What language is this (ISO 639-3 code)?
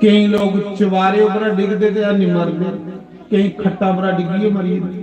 doi